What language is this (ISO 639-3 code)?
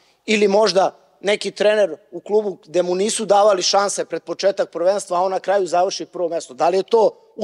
srp